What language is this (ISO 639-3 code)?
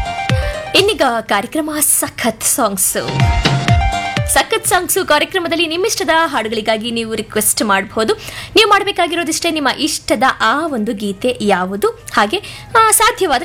kan